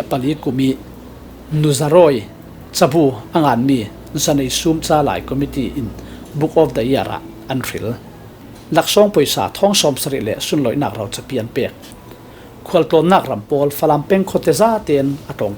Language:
Falam Chin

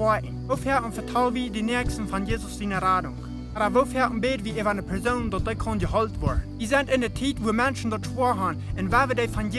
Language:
Plautdietsch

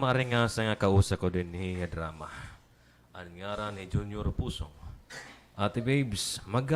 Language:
Waray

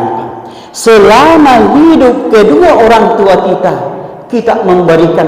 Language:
Buginese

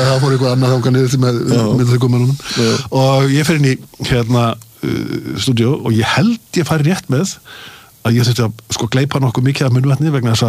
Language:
Icelandic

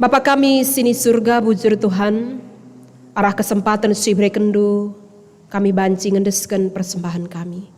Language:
Batak Karo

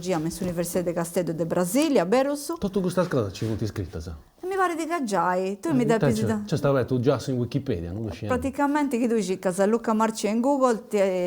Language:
Sardinian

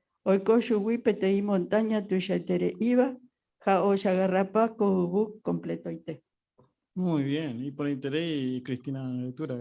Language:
Guarani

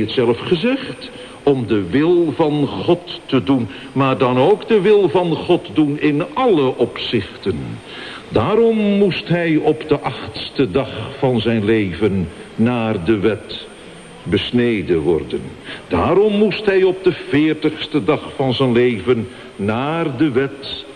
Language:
Dutch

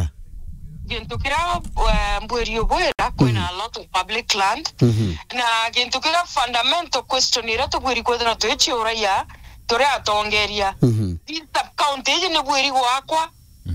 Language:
Meru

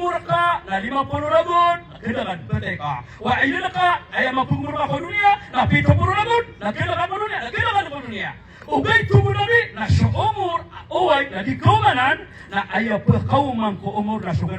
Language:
Maranao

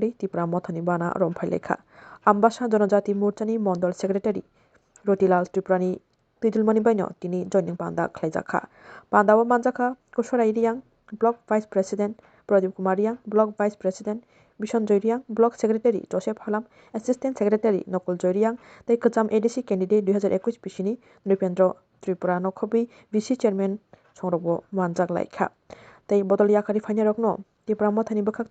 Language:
Kok Borok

